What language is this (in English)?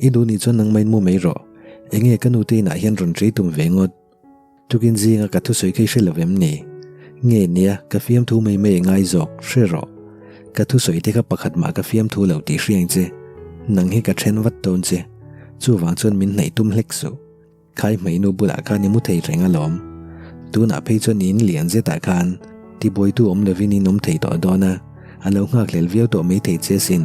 Mizo